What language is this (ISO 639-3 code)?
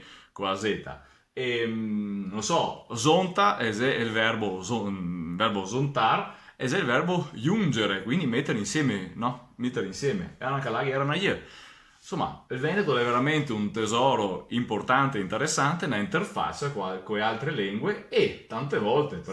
vec